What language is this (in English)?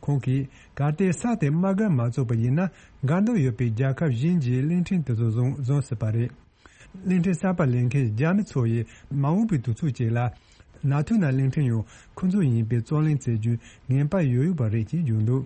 Tibetan